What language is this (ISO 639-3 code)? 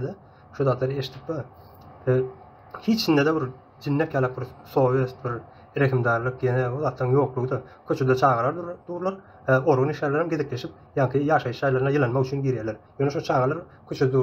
tuk